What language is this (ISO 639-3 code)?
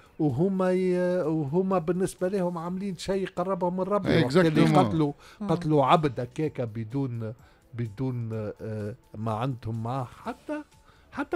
aeb